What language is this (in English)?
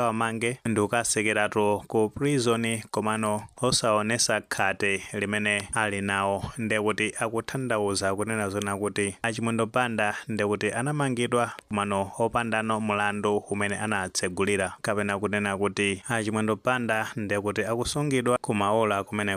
Nyanja